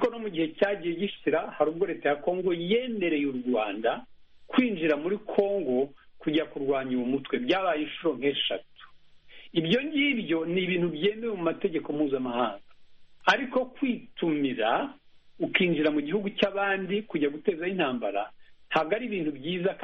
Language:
Kinyarwanda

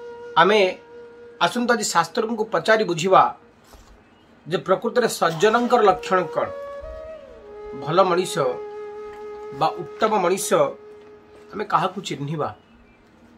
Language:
Odia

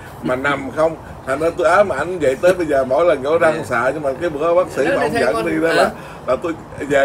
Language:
Vietnamese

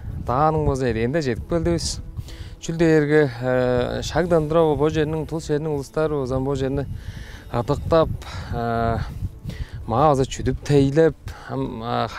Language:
Tuvinian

